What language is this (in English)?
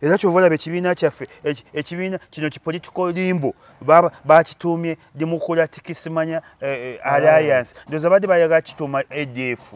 Ganda